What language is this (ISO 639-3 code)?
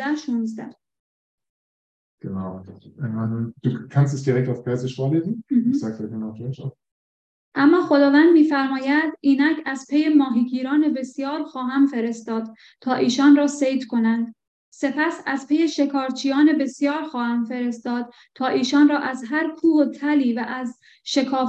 fas